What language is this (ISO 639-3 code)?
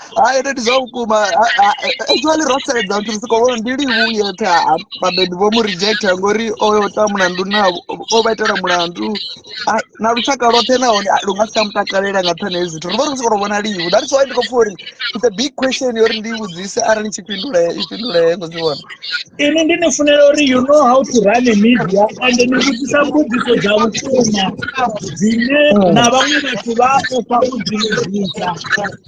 ven